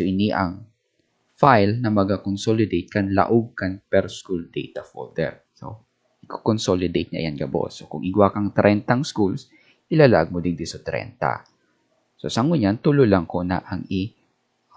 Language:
Bikol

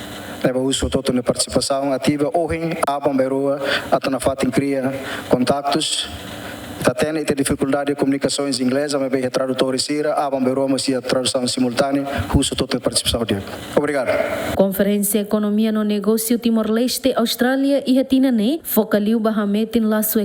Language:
Tetum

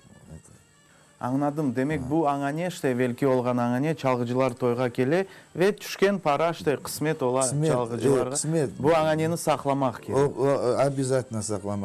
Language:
Crimean Tatar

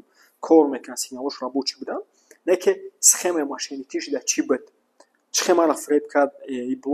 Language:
Tajik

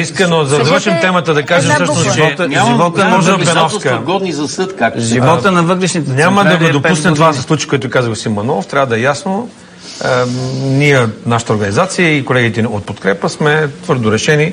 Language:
Bulgarian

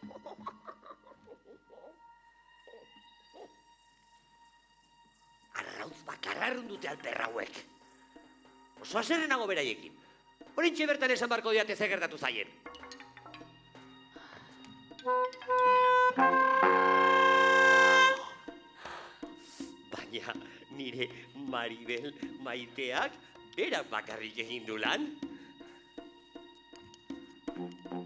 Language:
Basque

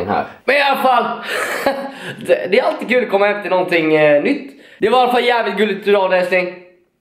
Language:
Swedish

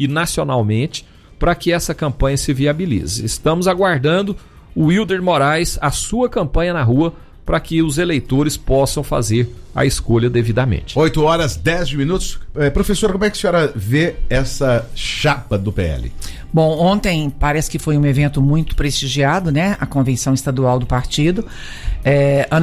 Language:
Portuguese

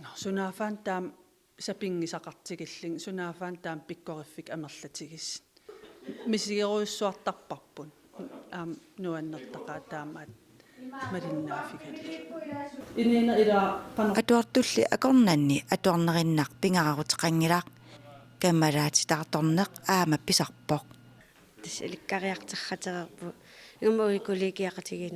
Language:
Kalaallisut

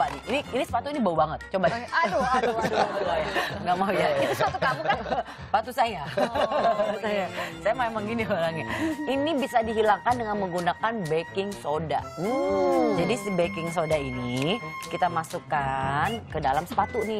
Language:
Indonesian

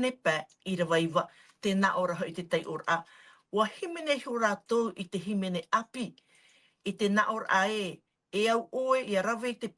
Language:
Tahitian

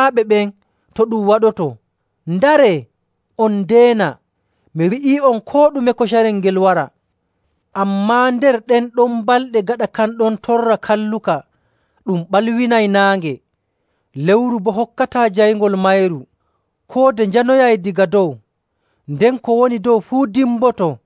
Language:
Nigerian Fulfulde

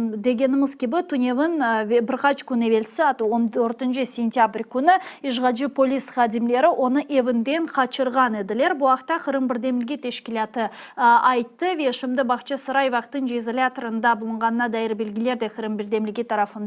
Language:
Crimean Tatar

